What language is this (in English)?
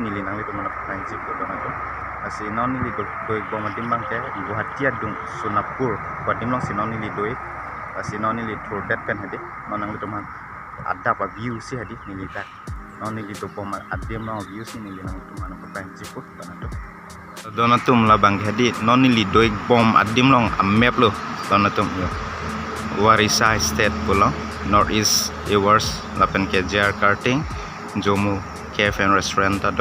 Karbi